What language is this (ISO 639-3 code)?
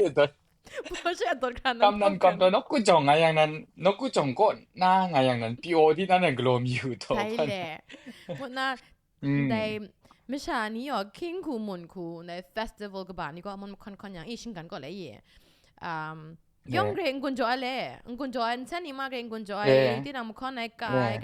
kac